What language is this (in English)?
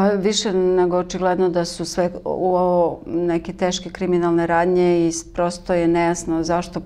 Serbian